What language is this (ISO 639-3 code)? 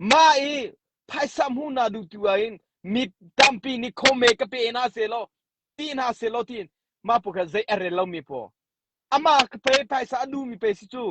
cnh